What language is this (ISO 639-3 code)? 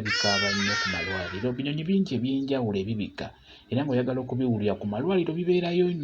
lug